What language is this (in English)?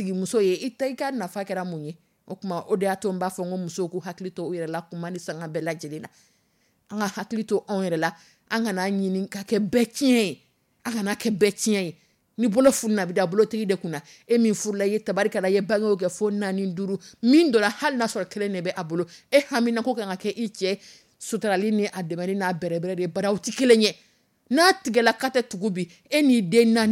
Dyula